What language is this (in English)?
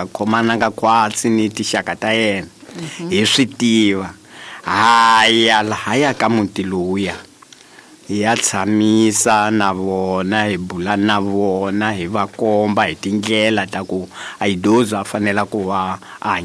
Tsonga